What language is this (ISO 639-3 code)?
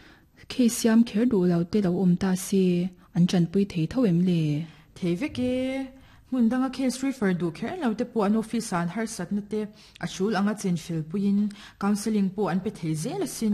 lus